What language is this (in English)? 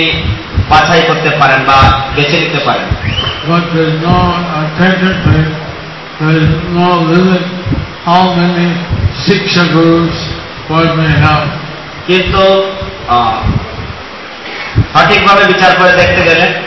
Bangla